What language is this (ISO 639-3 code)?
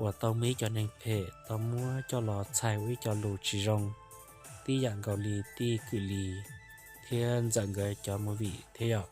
hmn